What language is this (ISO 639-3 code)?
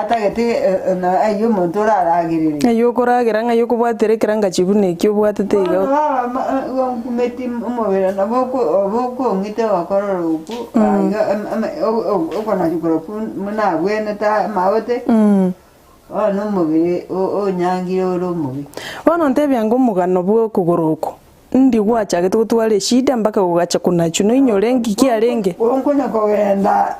guz